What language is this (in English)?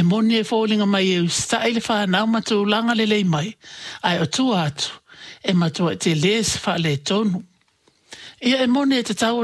Samoan